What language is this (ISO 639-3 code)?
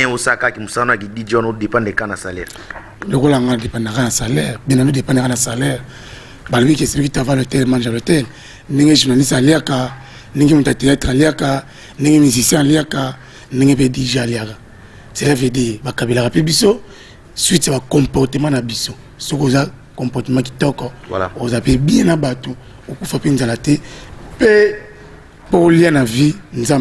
lin